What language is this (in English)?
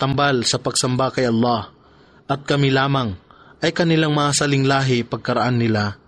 Filipino